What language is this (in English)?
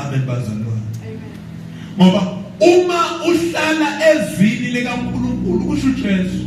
Zulu